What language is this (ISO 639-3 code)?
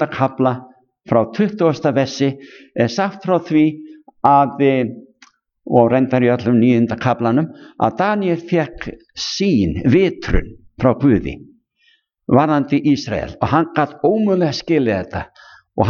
isl